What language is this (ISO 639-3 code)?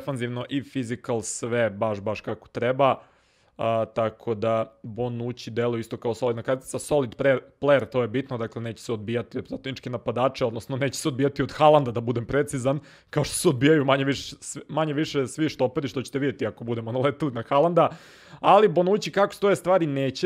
srp